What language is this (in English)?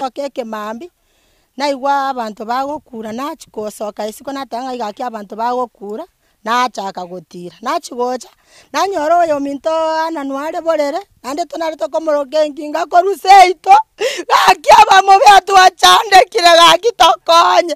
Gusii